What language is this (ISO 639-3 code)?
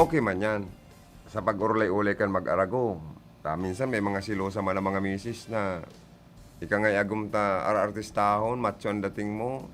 bik